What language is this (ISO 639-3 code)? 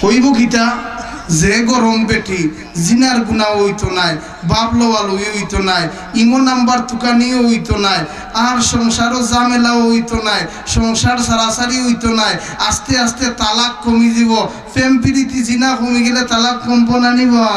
syl